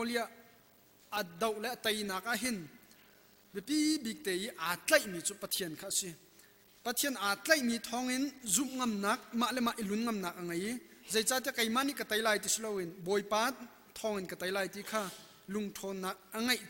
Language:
Hakha Chin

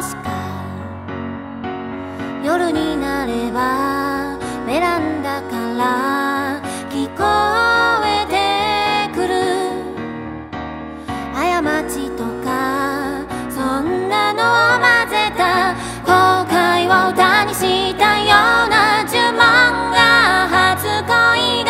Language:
Japanese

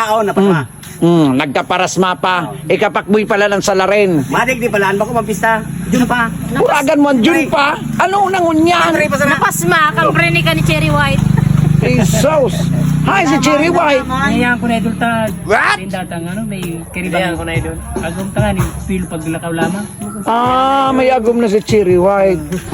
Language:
Bikol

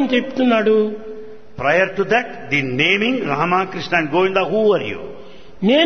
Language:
Telugu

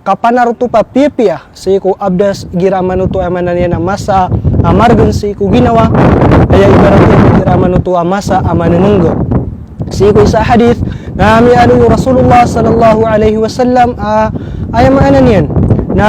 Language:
Maranao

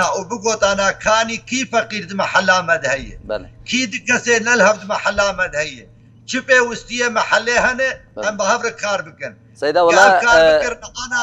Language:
Kurdish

